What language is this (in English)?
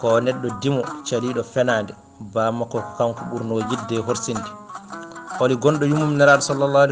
Fula